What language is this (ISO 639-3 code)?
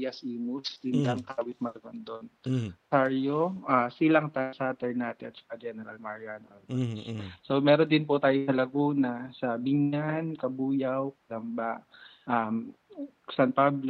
fil